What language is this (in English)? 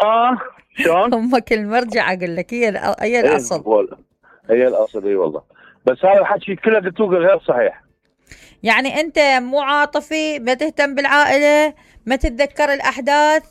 Mesopotamian Arabic